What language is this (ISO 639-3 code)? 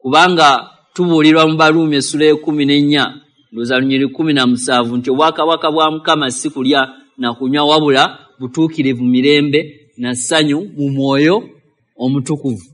lug